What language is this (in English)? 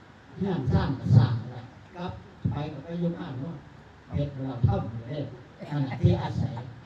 Northeastern Thai